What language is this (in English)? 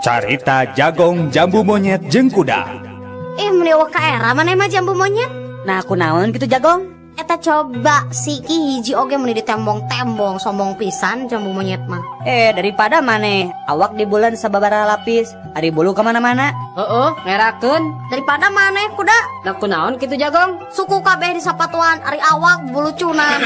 Sundanese